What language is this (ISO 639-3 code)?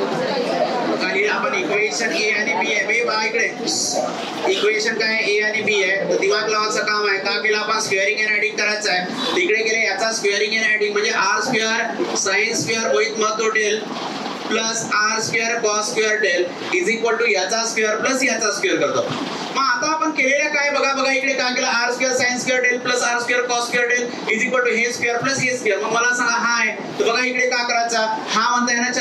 mar